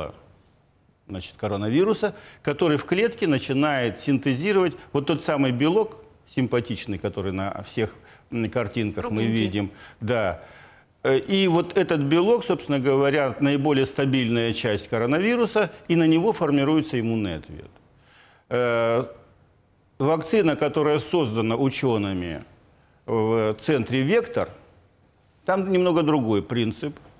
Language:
Russian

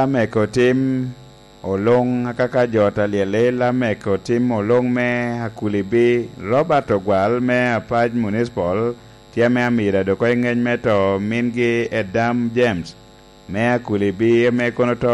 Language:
Lango (Uganda)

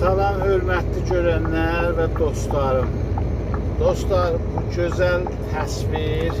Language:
Azerbaijani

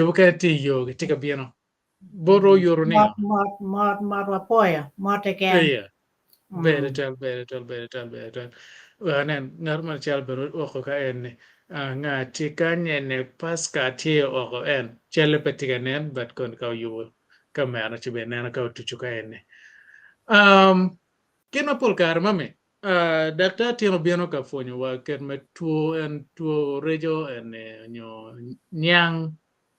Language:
Acoli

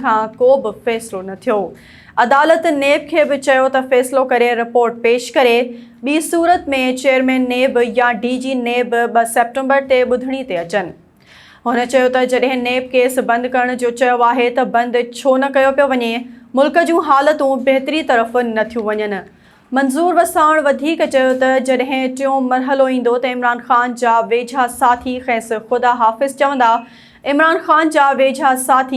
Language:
Sindhi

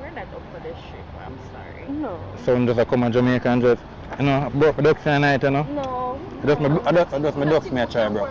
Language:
Jamaican Creole English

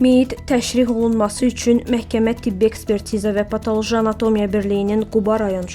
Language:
Azerbaijani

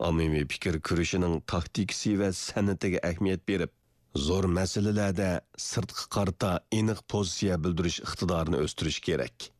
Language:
Uyghur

